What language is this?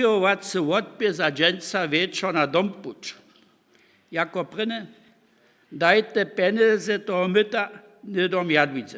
Upper Sorbian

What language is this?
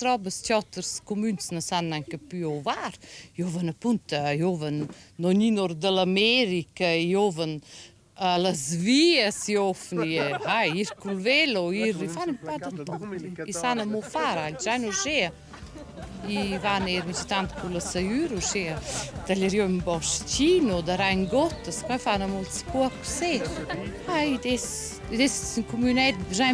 Romansh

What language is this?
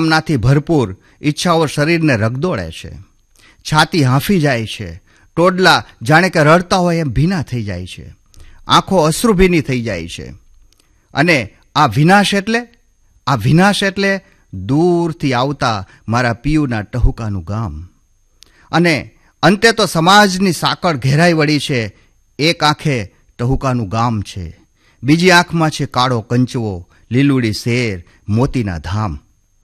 Gujarati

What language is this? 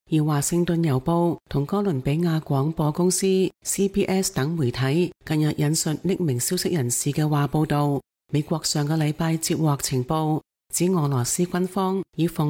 Cantonese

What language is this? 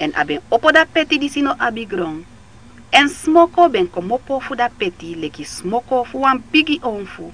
Sranan Tongo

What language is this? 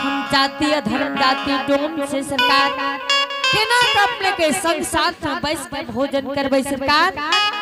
Angika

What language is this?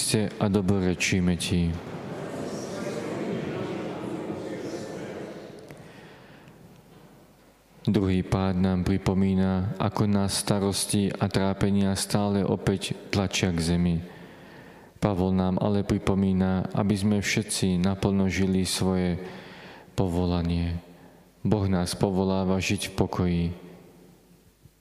Slovak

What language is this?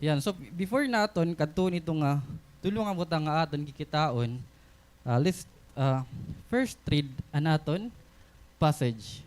Waray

